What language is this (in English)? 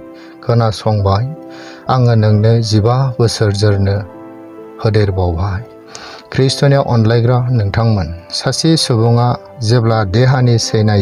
Bodo